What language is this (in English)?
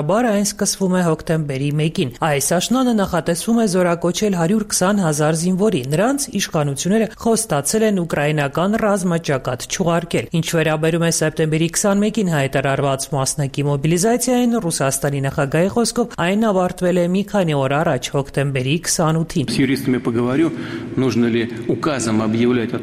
Armenian